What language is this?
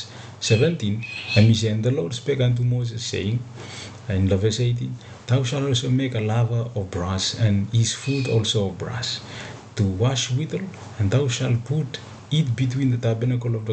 Bislama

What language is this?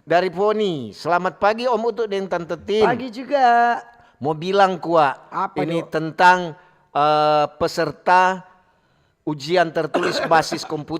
Manado Malay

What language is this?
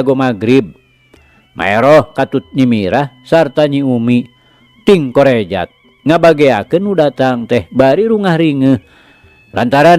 Sundanese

